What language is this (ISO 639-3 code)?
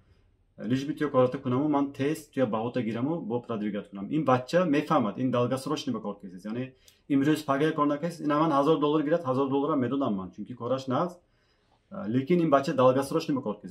tgk